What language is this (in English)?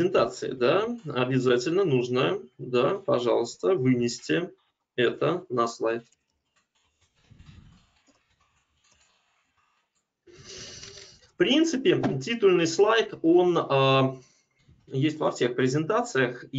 Russian